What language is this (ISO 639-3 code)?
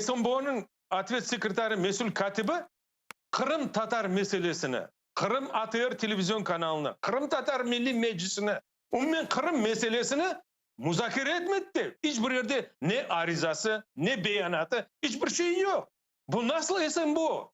crh